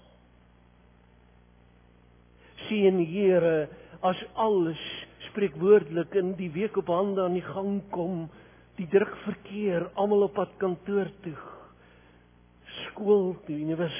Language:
Afrikaans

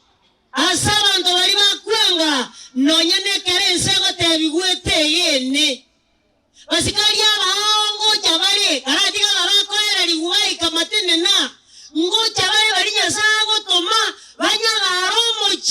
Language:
Gusii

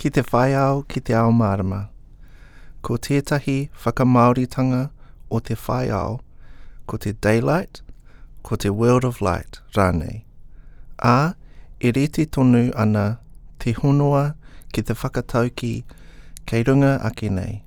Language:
Māori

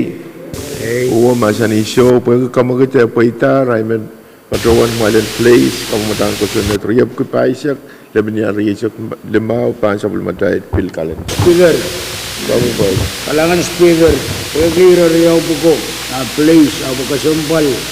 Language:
Pohnpeian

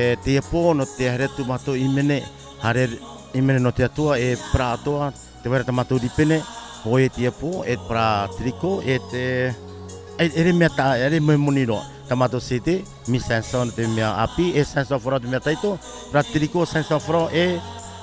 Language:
Tahitian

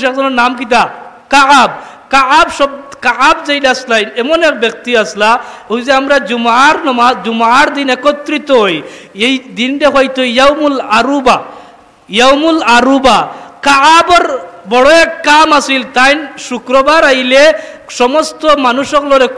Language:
Sylheti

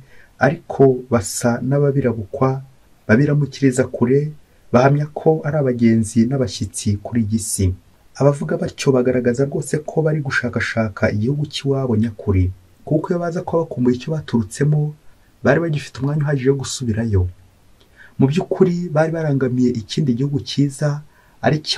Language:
Kinyarwanda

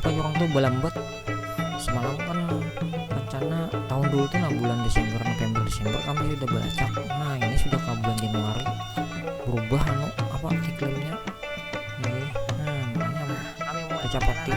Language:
Banjar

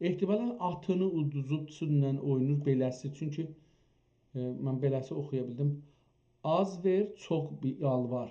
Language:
South Azerbaijani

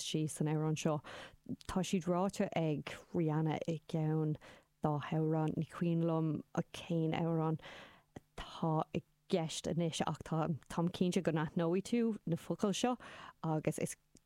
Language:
Irish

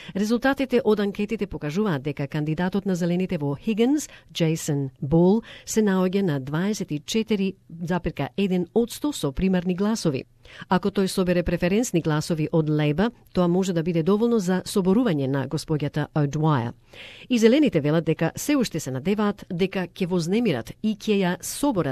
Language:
Macedonian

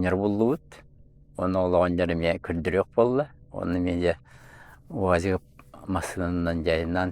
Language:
Yakut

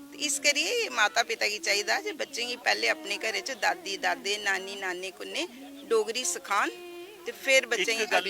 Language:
Dogri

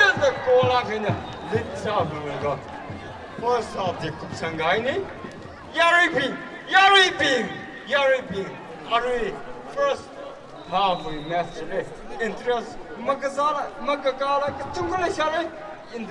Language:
Tangkhul Naga (India)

